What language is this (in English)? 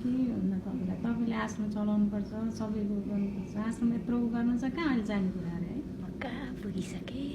Nepali